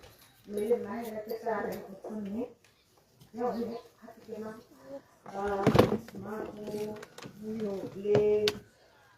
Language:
Tswana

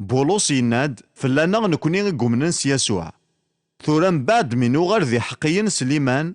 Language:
Kabyle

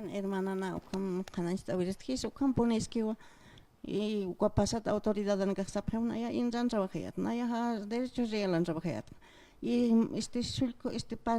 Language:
Aymara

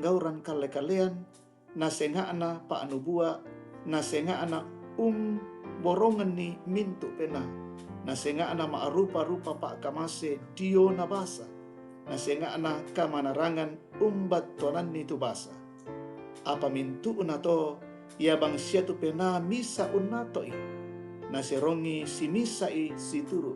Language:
Toraja-Sa'dan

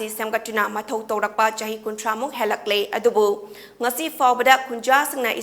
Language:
Manipuri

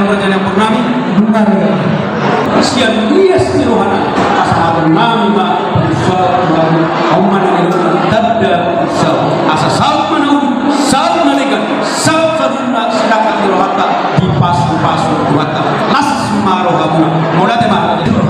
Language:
Batak Toba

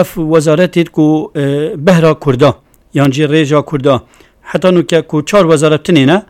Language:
Kurdish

